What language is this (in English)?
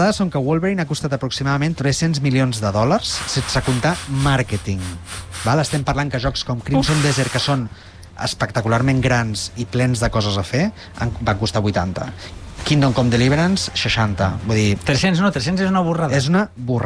Catalan